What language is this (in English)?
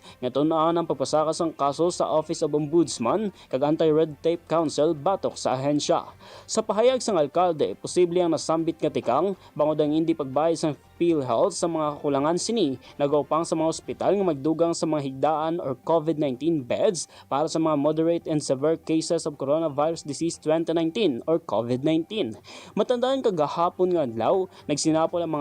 Hiligaynon